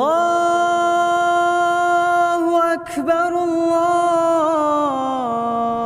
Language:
Bashkir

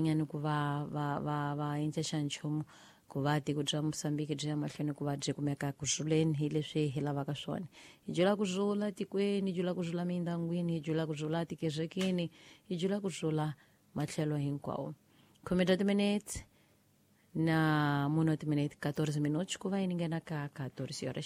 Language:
Tsonga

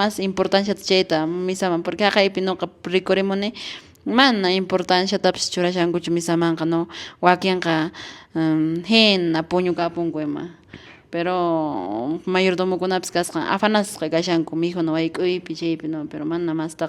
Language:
Quechua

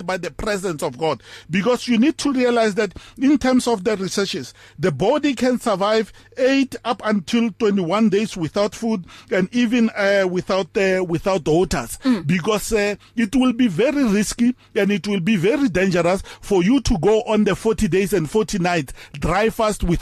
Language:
English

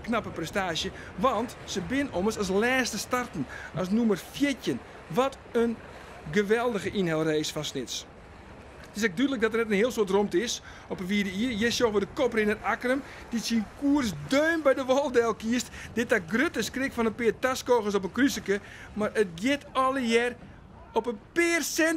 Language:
Western Frisian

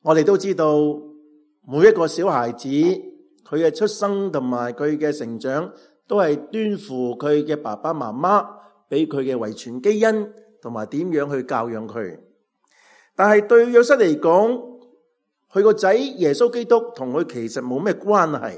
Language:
Cantonese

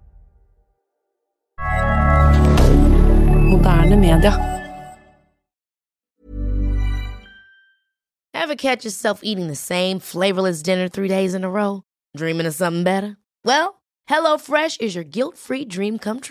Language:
Norwegian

